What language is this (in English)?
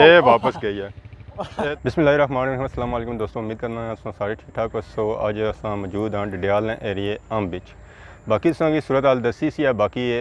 Pahari-Potwari